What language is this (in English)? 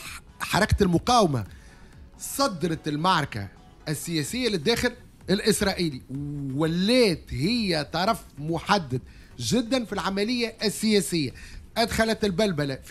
Tunisian Arabic